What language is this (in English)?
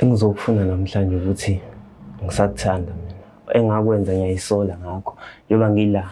Zulu